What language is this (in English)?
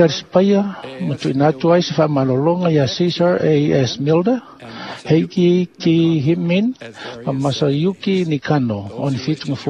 Samoan